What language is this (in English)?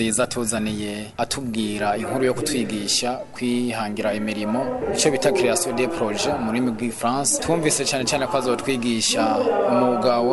Rundi